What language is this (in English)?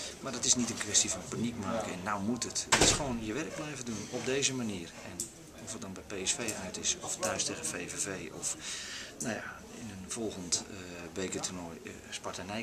Dutch